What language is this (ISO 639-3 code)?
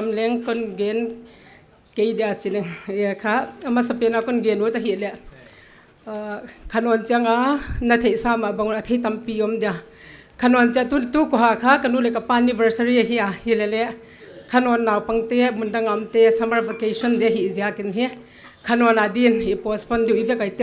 pck